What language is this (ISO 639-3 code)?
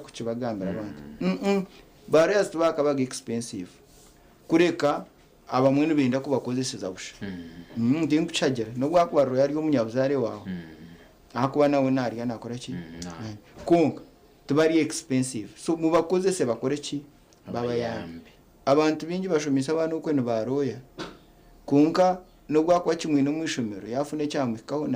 nyn